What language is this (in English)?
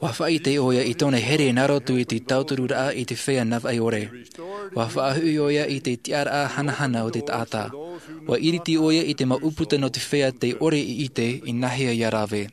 Tahitian